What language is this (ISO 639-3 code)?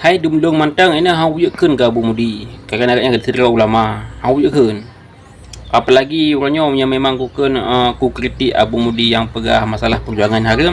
ace